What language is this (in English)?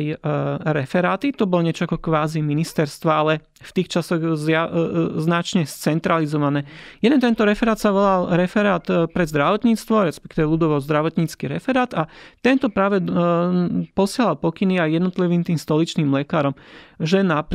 Slovak